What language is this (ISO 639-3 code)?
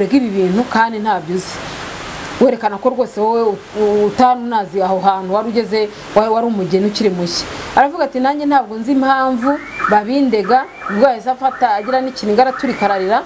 kin